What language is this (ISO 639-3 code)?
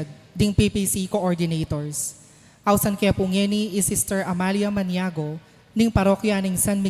pam